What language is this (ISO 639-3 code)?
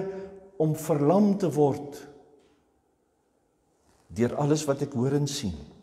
afr